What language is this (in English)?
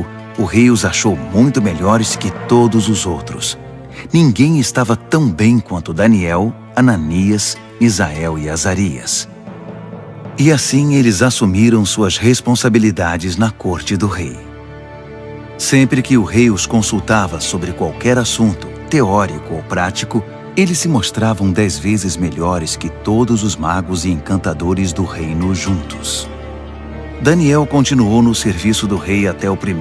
Portuguese